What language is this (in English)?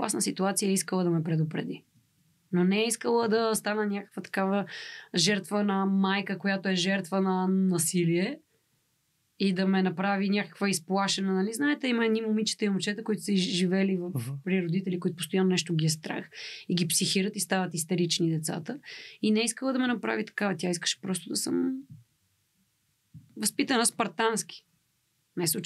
Bulgarian